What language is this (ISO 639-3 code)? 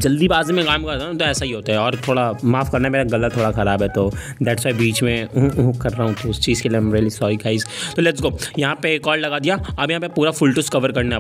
hin